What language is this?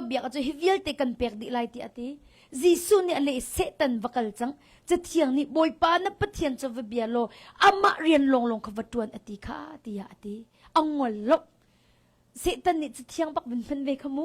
Hakha Chin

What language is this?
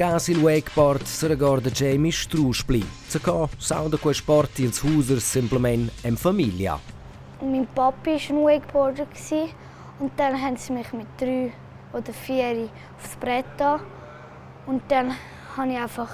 Romansh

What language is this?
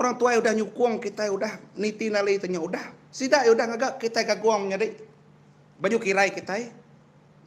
Iban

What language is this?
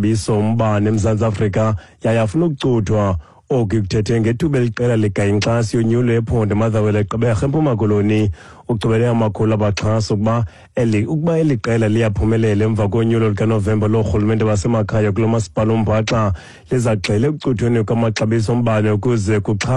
Xhosa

